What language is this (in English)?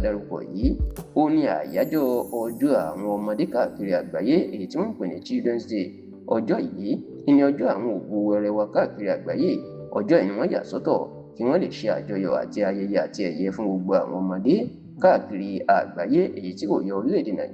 Yoruba